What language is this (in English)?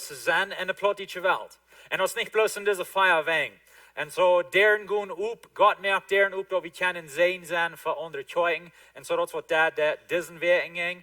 Plautdietsch